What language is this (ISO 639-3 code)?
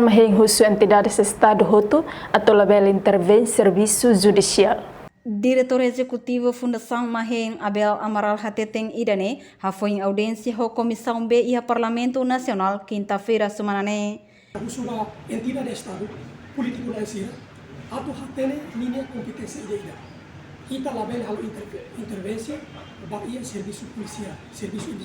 tet